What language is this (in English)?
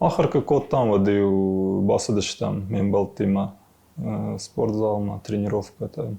Ossetic